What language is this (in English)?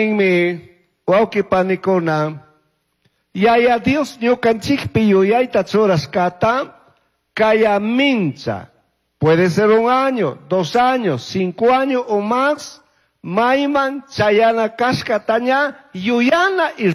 Chimborazo Highland Quichua